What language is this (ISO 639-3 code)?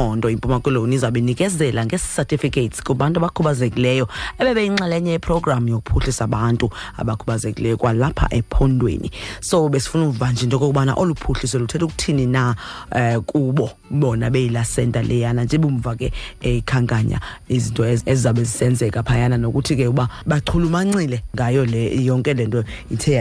xho